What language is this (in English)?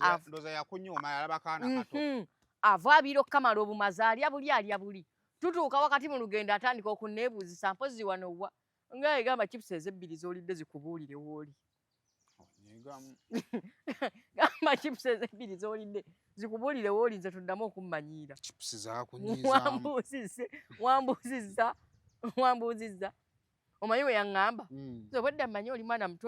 Ganda